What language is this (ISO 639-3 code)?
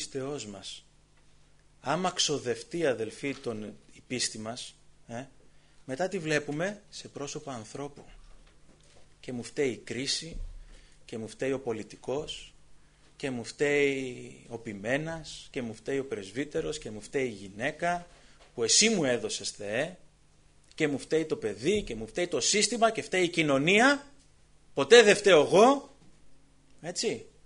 ell